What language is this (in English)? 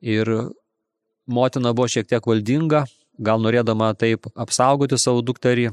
Lithuanian